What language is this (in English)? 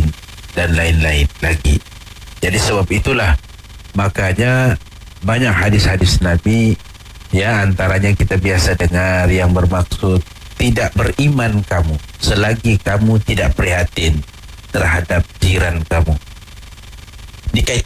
Malay